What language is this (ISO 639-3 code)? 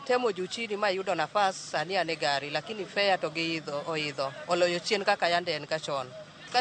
luo